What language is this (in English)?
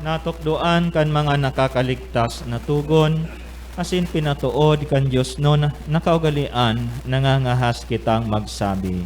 Bikol